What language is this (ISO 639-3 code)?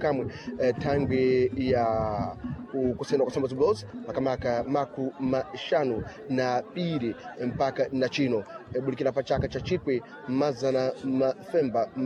seh